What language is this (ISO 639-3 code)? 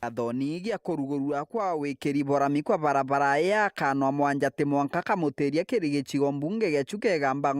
mer